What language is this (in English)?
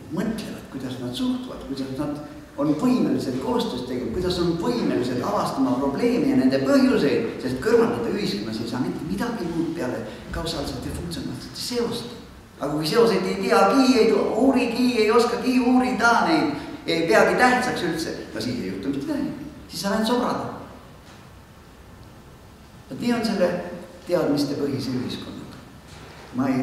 Estonian